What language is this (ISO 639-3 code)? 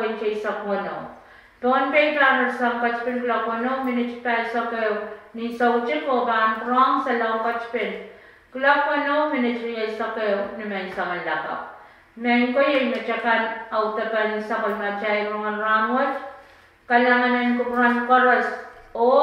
pon